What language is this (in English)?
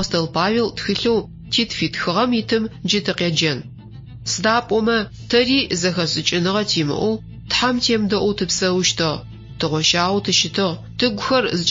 Adyghe